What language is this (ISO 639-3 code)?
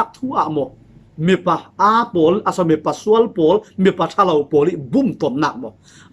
cfm